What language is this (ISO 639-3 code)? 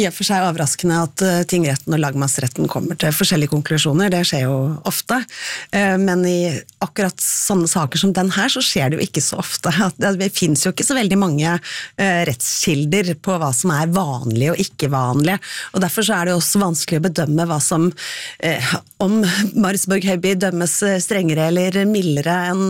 nor